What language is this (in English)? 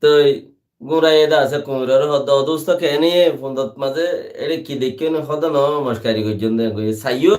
Rohingya